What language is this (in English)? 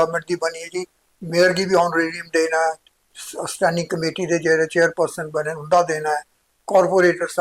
Dogri